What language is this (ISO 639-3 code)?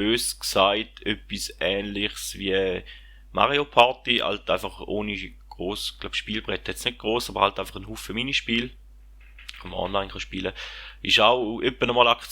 gsw